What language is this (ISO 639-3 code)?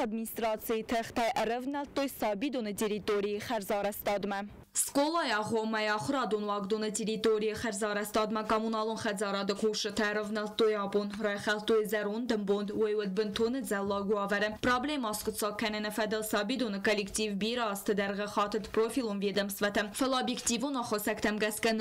oss